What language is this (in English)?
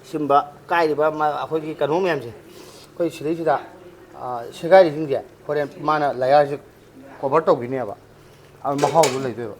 Manipuri